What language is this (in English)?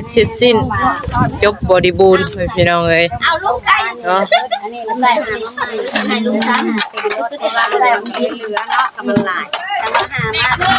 Northeastern Thai